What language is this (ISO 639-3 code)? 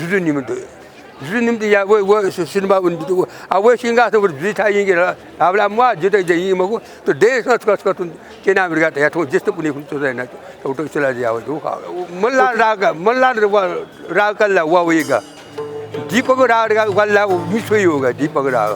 new